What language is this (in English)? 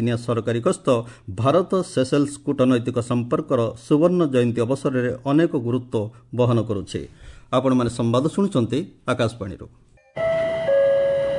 Odia